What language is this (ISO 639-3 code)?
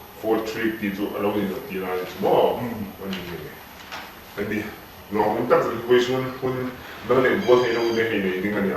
hmr